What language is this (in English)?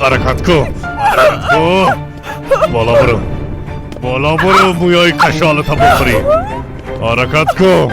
Persian